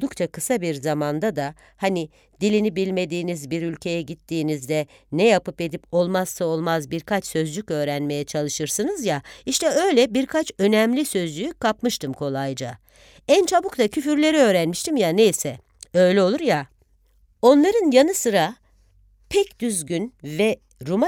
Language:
Turkish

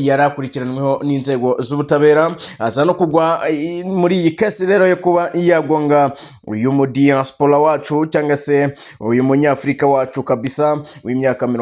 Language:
Kinyarwanda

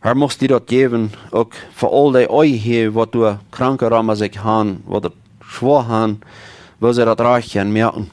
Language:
Plautdietsch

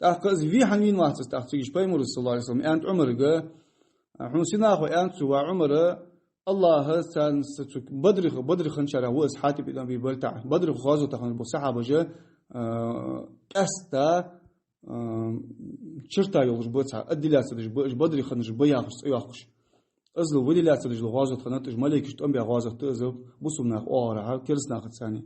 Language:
Ingush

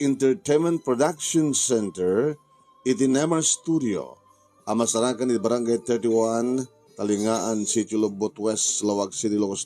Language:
Iloko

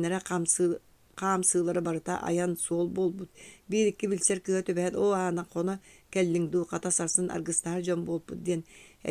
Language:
Yakut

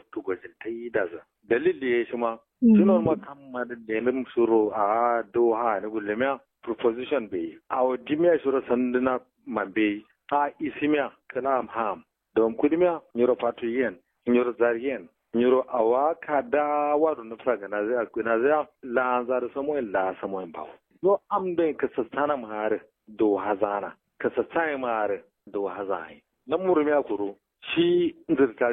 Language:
Kanuri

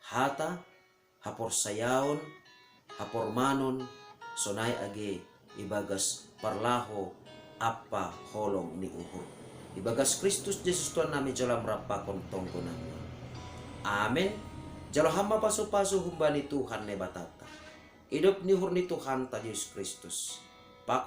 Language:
Batak Simalungun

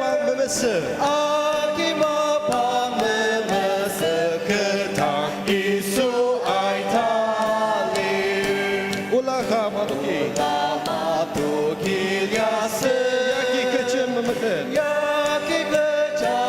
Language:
Ao Naga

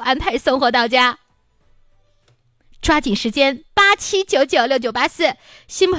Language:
Chinese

